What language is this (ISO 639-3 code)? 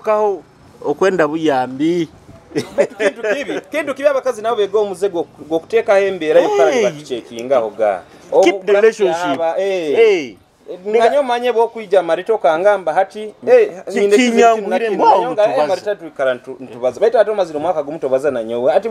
nyo